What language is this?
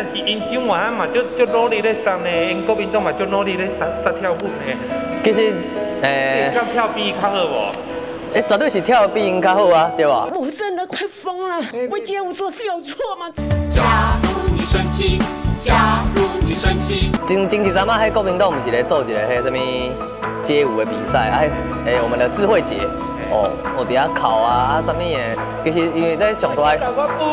Min Nan Chinese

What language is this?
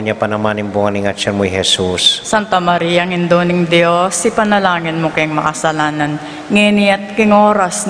Pampanga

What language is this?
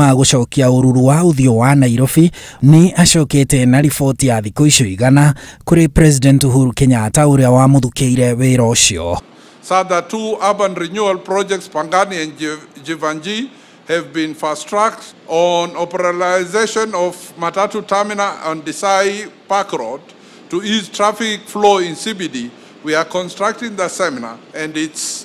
Kikuyu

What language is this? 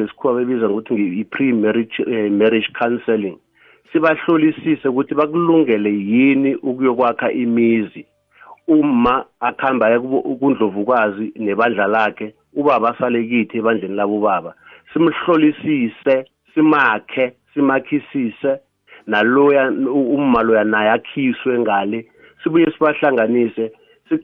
South Ndebele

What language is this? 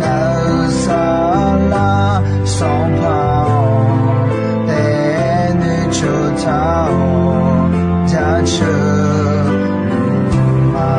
Akha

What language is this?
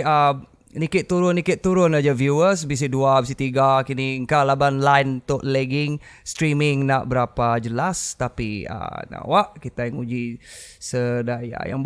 Iban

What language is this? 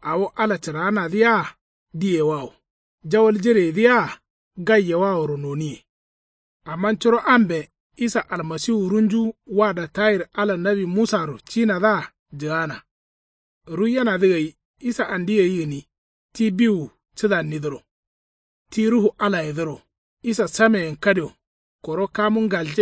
Kanuri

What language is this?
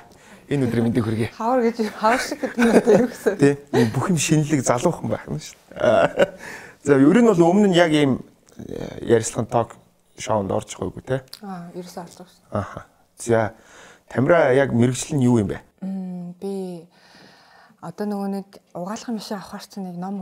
Mongolian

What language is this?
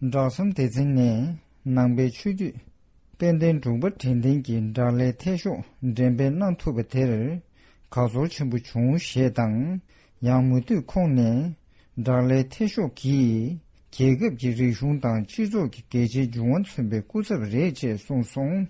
Tibetan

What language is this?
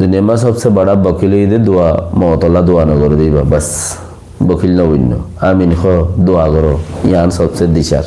Rohingya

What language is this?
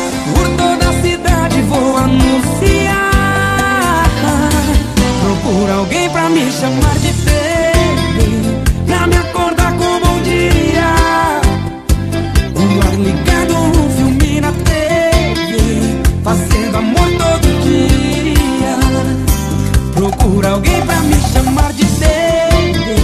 Portuguese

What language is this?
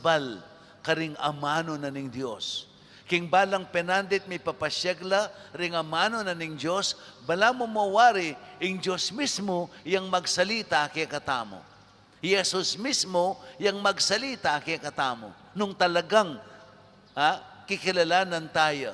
Pampanga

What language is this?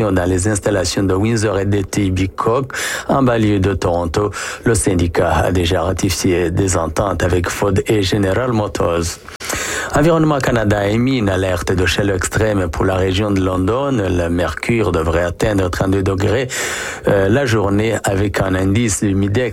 French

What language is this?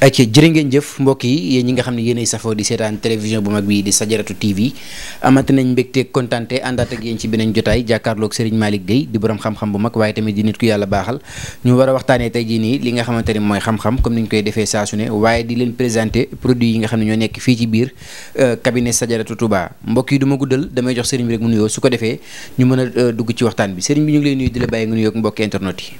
Wolof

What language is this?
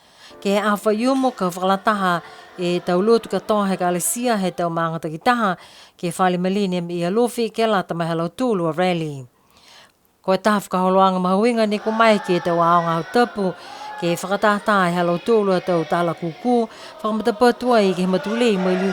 Niuean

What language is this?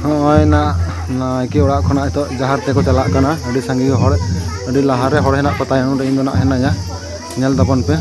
Santali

